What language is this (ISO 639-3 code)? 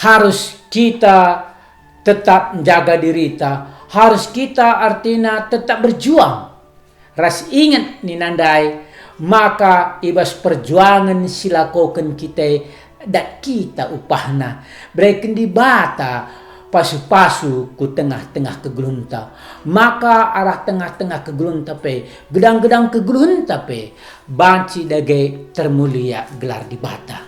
btx